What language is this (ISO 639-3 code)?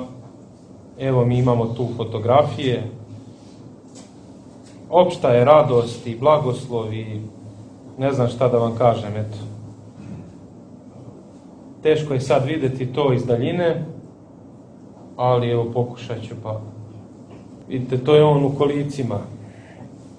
srp